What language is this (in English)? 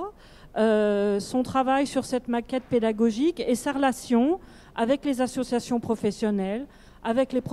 French